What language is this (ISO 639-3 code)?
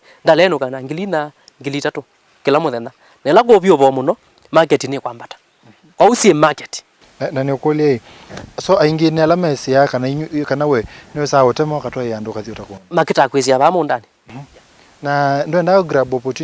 kam